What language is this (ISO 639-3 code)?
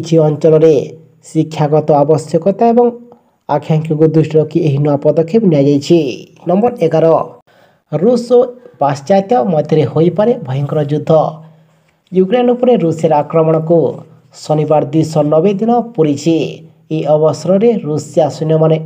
ori